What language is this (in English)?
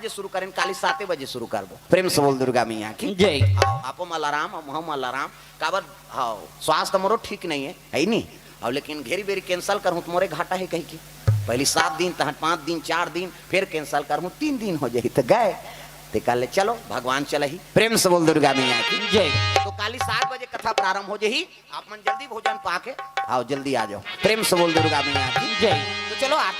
Chhattisgarhi